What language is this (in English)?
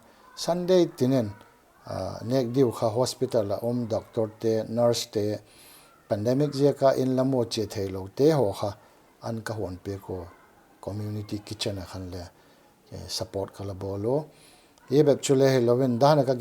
Paite Chin